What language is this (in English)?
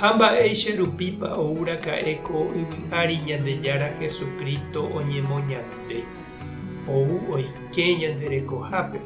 Guarani